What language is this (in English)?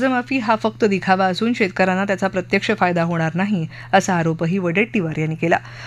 Marathi